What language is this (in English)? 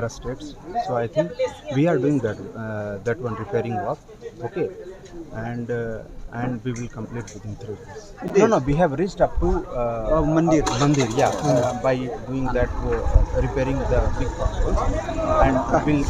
Khasi